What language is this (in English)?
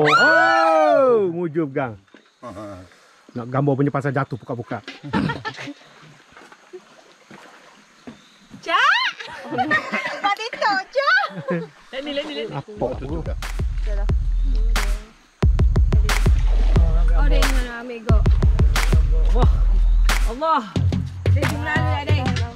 Malay